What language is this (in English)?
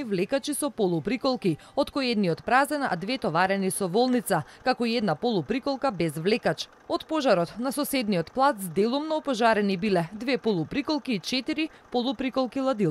Macedonian